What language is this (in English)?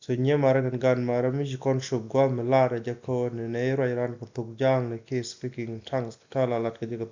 Nuer